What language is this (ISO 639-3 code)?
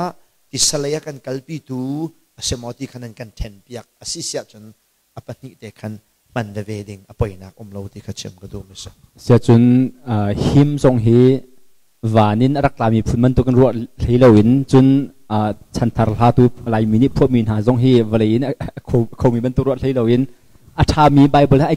cnh